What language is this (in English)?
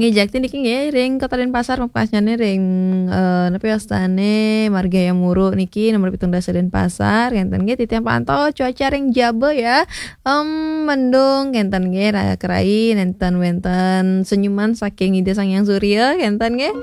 Balinese